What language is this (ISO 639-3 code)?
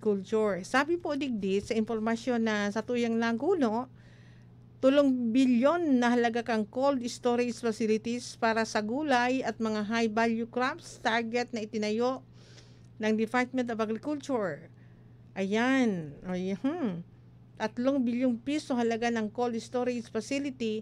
bik